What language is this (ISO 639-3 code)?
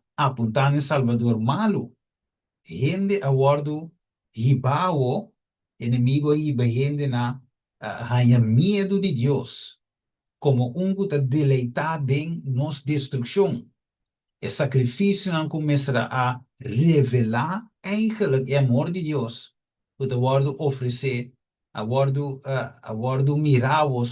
pap